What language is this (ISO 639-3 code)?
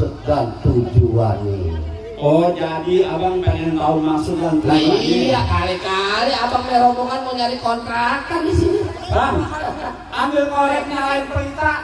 bew